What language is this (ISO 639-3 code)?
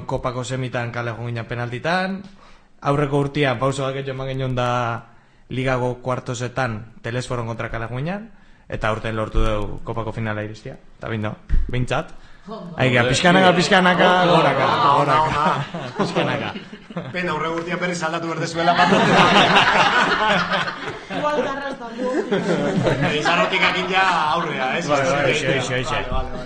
eus